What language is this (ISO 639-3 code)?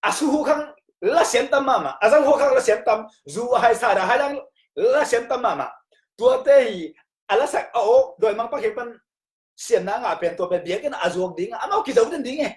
ctd